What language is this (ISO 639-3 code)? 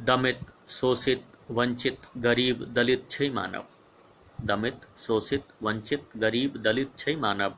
mai